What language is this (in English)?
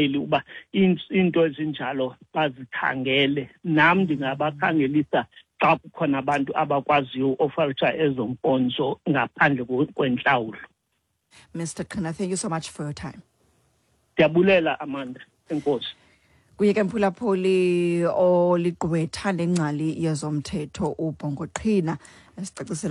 Xhosa